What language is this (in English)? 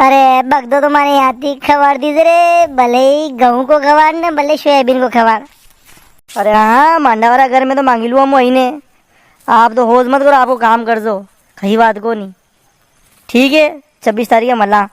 Rajasthani